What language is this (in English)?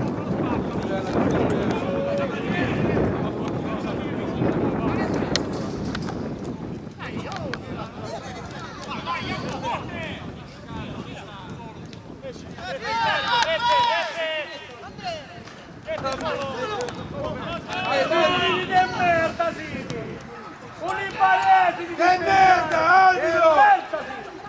Italian